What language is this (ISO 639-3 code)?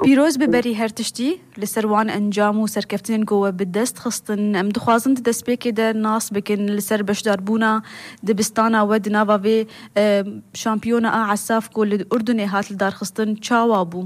kur